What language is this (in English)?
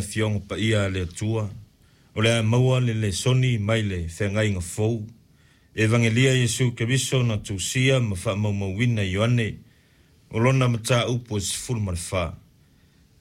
Samoan